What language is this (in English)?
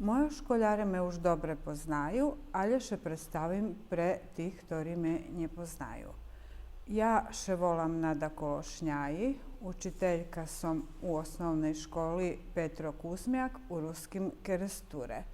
Rusyn